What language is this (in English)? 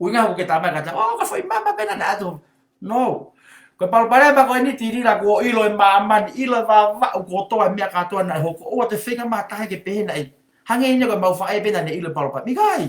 Tongan